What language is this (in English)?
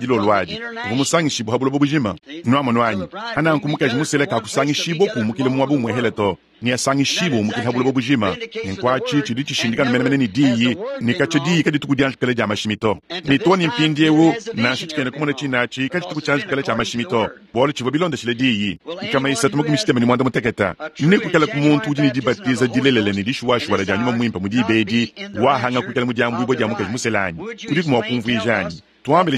Luba-Lulua